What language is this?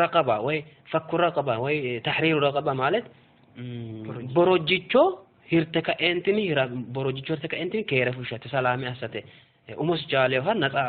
Sidamo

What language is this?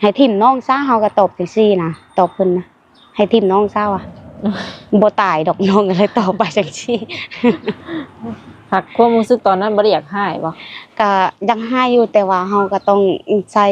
Lao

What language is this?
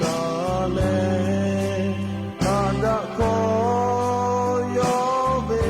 Lahu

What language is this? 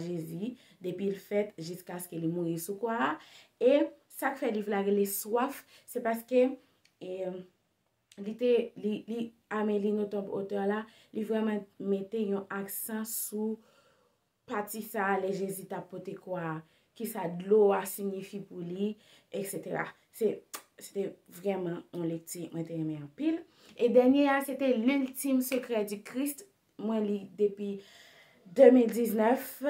Haitian Creole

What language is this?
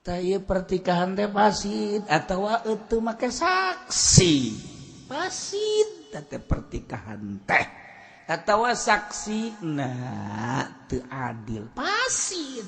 Sundanese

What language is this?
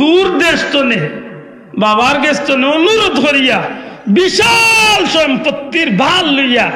Sylheti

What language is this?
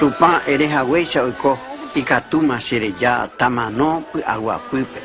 Guarani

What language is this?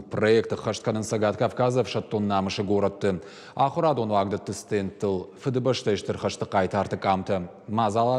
Ossetic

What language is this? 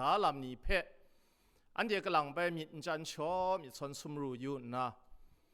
Kachin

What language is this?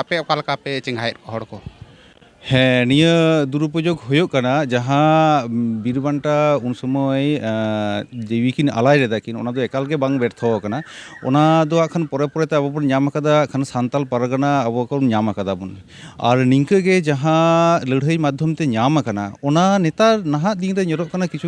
Santali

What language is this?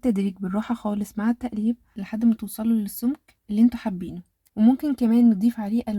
Egyptian Arabic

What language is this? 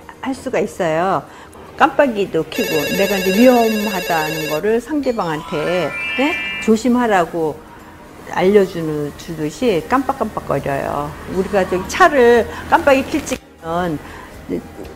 Korean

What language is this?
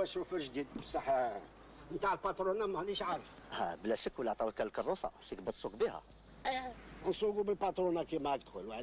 Algerian Arabic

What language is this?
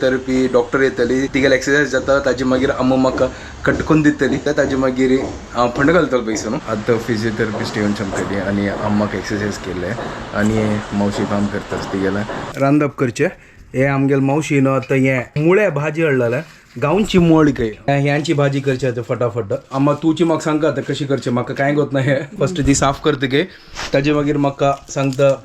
Konkani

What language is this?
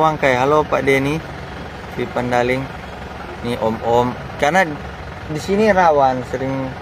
Manado Malay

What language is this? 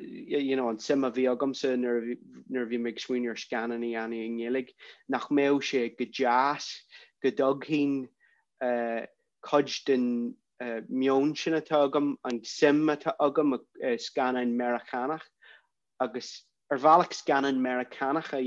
Irish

